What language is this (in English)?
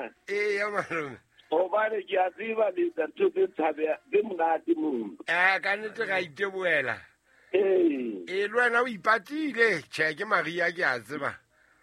Southern Sotho